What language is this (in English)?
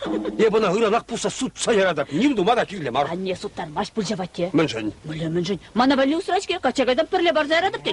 Chuvash